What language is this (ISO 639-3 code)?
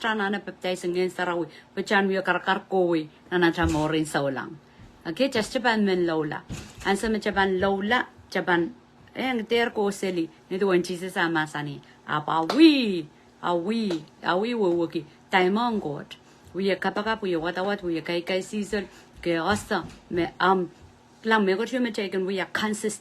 pon